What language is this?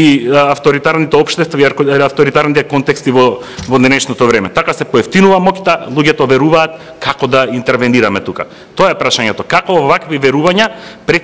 Macedonian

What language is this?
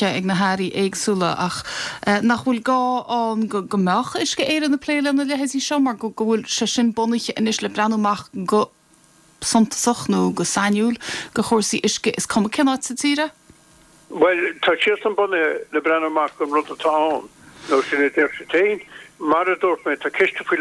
Irish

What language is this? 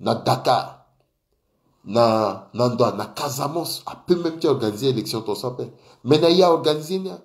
Sango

